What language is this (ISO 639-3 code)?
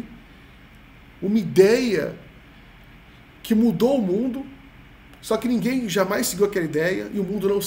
por